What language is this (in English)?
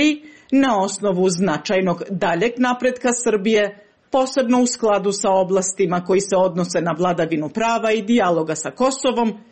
Serbian